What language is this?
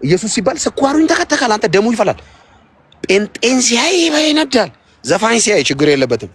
Amharic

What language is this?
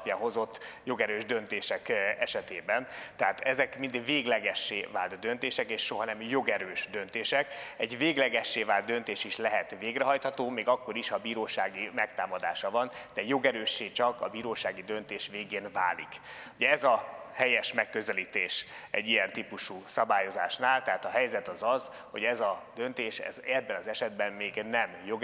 Hungarian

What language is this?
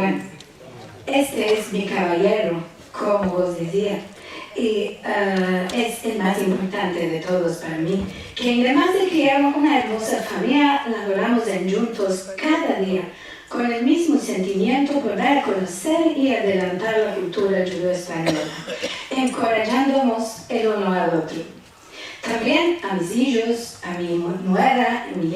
Ladino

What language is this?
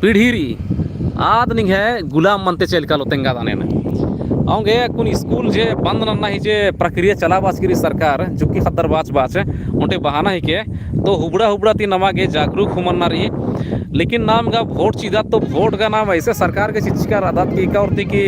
Kurukh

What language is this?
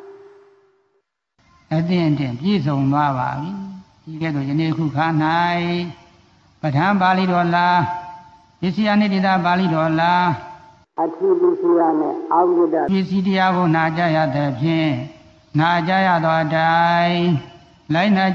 Burmese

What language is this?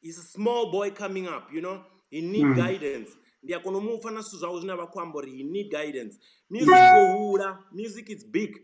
Venda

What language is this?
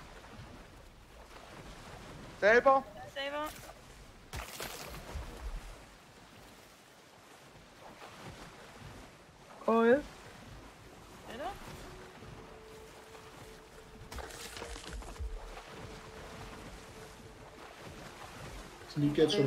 German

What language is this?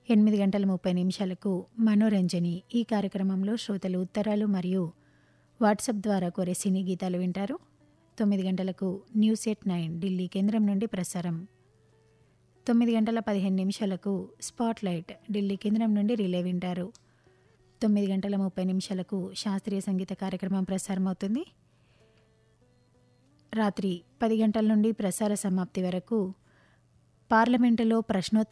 Telugu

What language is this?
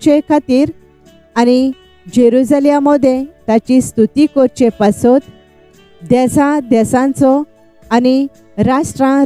Konkani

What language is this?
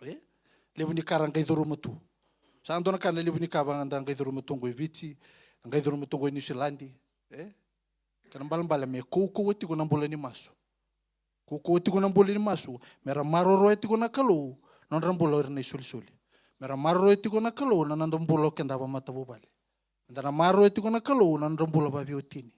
Fijian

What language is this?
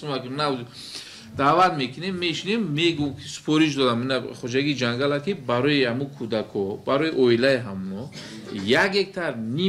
Tajik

